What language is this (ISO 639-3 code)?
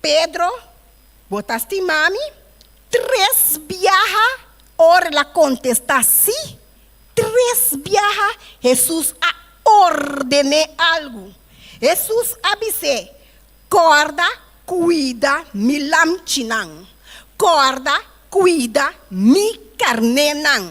pap